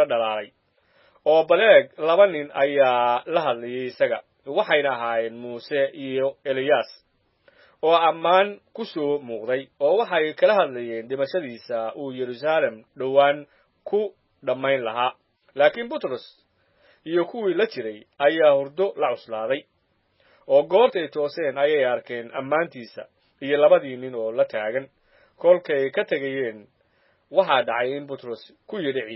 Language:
Somali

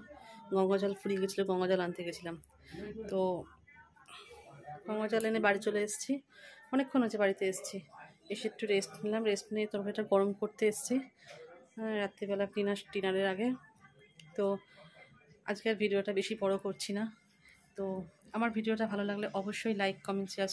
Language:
Bangla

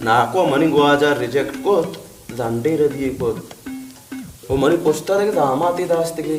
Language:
Baluchi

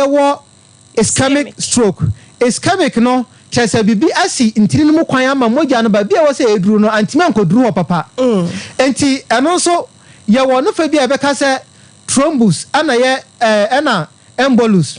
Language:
Akan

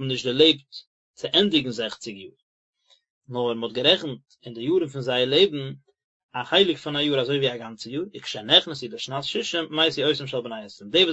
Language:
Yiddish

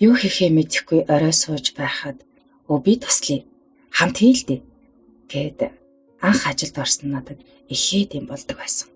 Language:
Mongolian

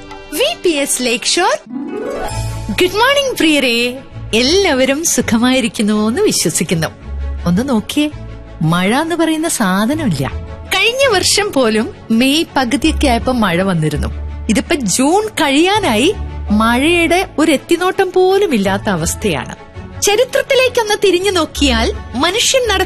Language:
Malayalam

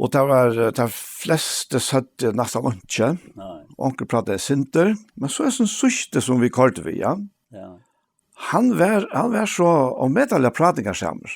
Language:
Faroese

